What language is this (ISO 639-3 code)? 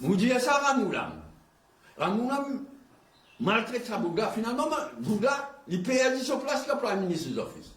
mfe